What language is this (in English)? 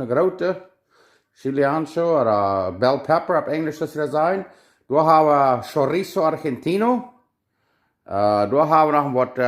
Plautdietsch